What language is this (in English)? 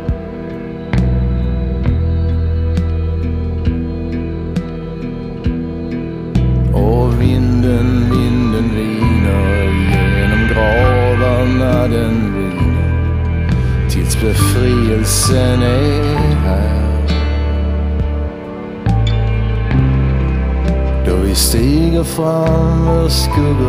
Swedish